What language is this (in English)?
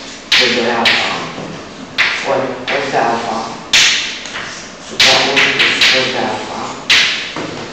Romanian